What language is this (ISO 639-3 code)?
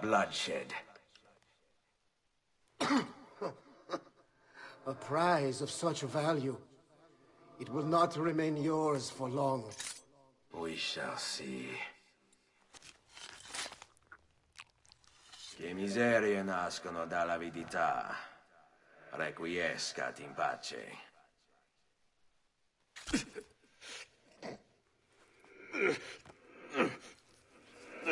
eng